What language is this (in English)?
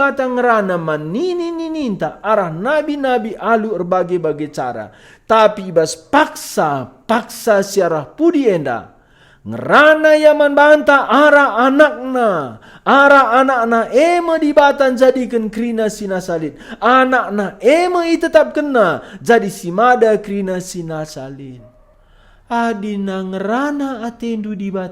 Batak Karo